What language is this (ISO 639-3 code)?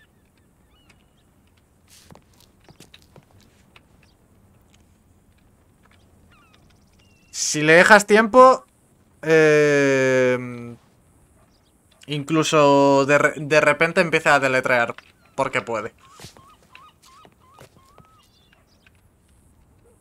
spa